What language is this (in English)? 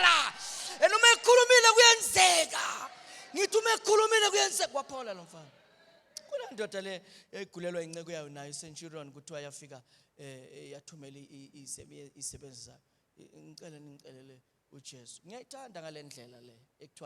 Zulu